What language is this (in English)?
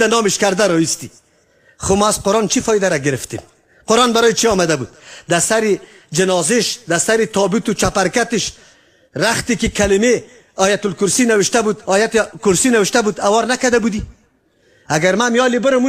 Tajik